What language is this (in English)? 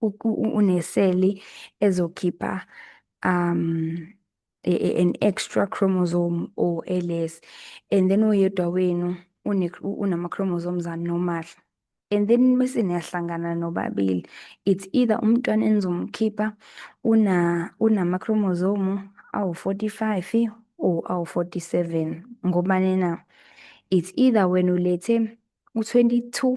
Zulu